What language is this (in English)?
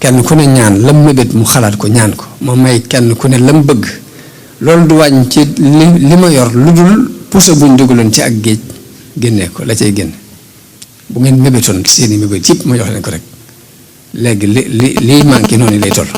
Wolof